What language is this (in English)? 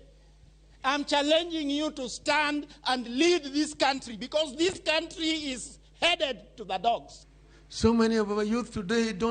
Luo (Kenya and Tanzania)